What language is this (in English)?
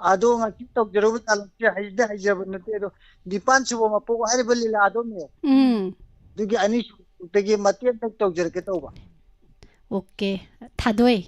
Manipuri